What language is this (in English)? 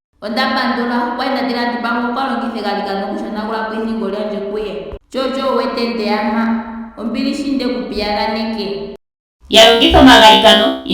Ndonga